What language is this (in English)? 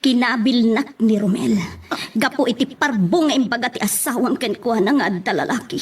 Iloko